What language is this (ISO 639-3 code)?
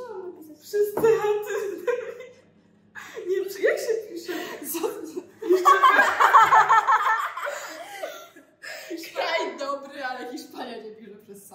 pol